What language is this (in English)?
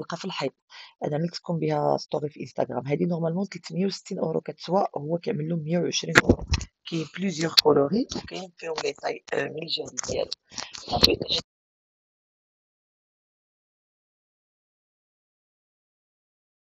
Moroccan Arabic